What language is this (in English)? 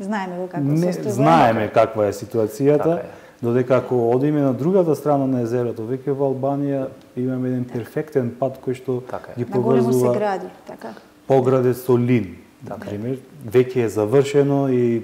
Macedonian